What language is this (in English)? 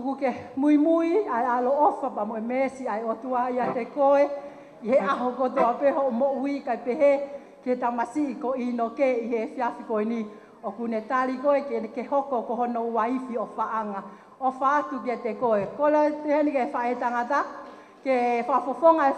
Tongan